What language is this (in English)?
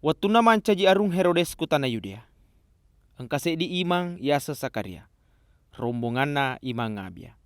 Buginese